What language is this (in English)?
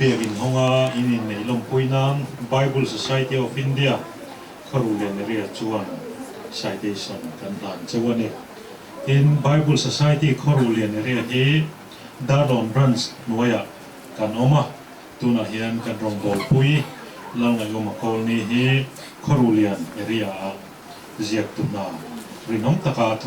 Mizo